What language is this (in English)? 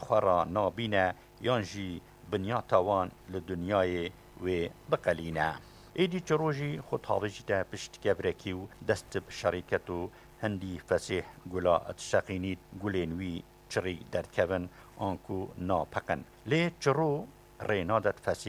Kurdish